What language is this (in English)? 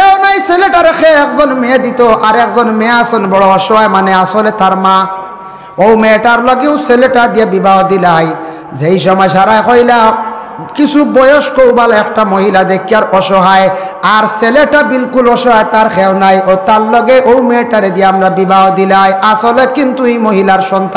Sylheti